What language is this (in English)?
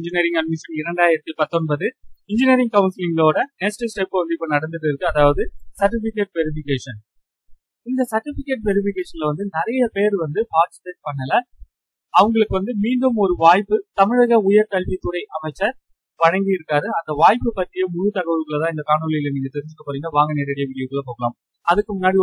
Tamil